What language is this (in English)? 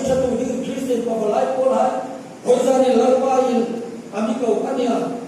Hmar